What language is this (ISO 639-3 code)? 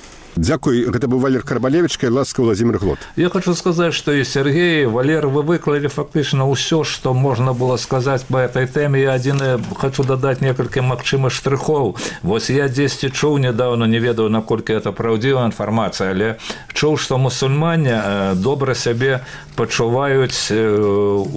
bel